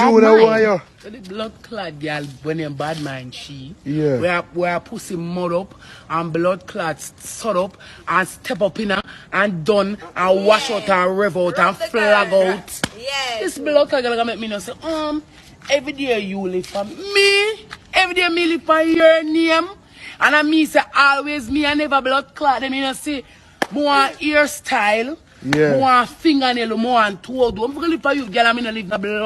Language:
Jamaican Creole English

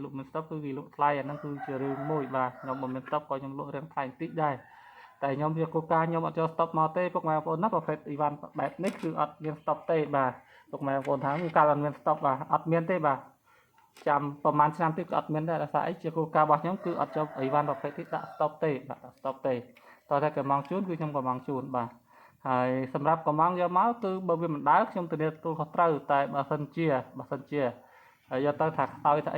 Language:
Khmer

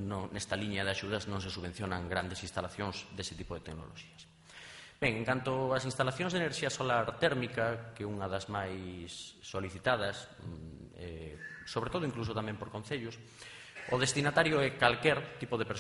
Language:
Galician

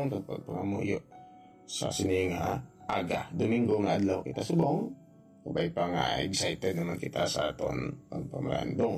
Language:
Hiligaynon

